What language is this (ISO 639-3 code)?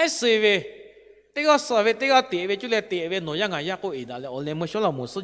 lhu